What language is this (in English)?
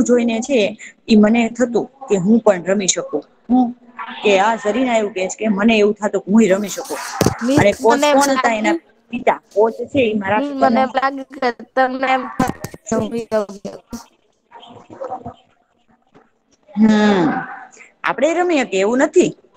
Gujarati